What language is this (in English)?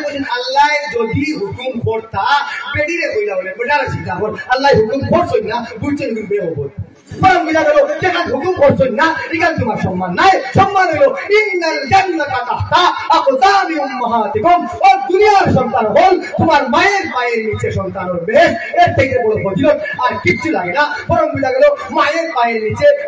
Sylheti